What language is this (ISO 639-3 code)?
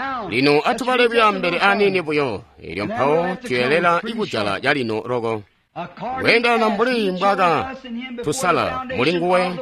toi